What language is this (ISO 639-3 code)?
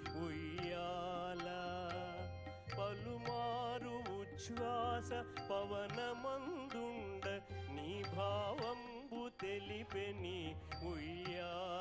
tel